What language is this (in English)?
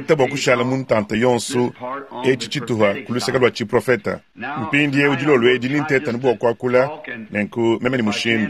Luba-Lulua